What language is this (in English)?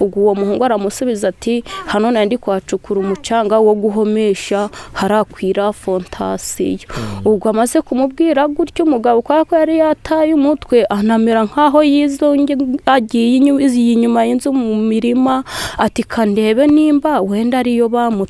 Kinyarwanda